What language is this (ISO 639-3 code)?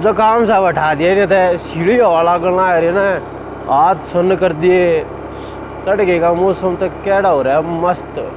bgc